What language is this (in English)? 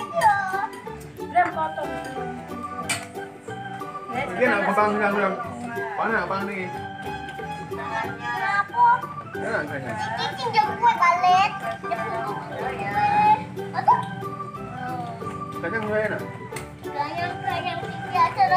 Indonesian